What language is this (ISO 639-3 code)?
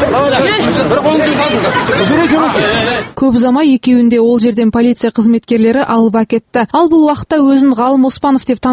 kaz